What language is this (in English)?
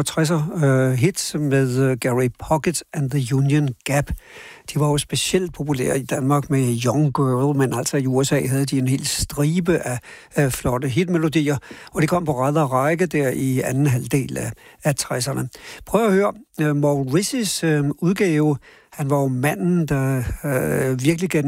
Danish